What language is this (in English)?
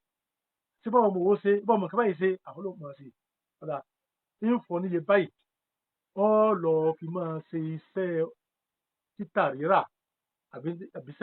Yoruba